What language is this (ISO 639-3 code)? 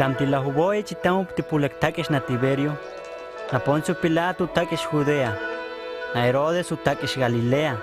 hus